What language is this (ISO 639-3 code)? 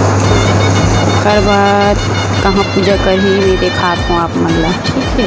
hne